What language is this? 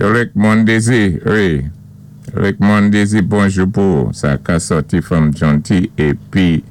Saint Lucian Creole French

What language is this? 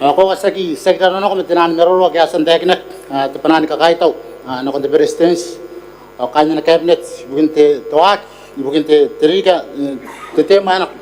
Gilbertese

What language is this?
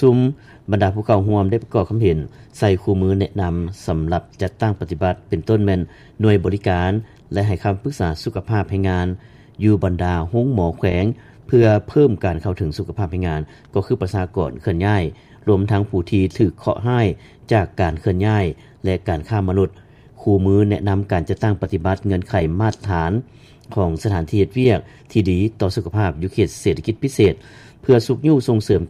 Lao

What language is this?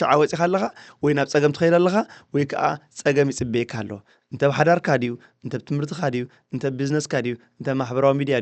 Tigrinya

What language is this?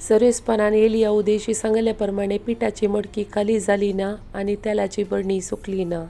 Konkani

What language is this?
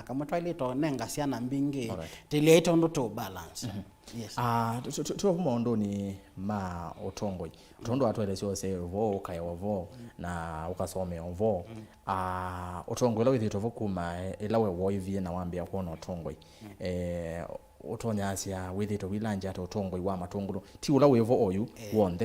Kamba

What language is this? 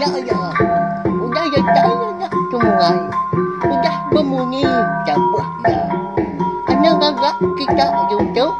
Iban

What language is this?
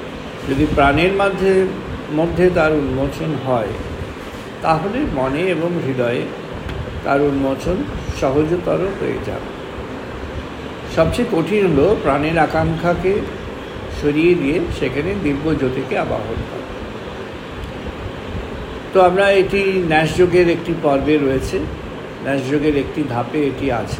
Bangla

